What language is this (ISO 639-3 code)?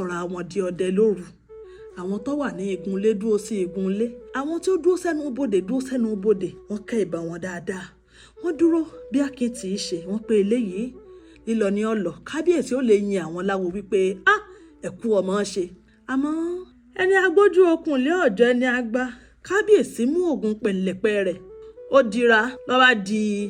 yor